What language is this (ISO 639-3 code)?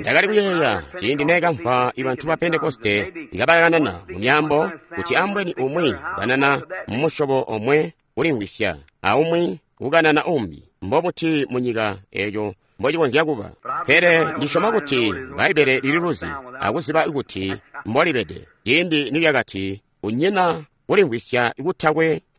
toi